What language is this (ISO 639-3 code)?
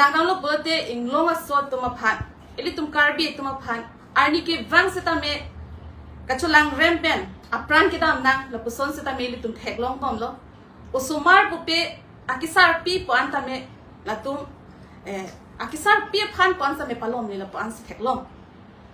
mjw